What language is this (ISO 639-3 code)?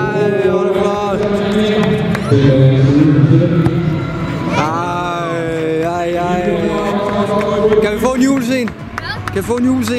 dan